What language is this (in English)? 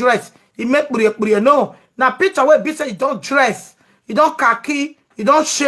Nigerian Pidgin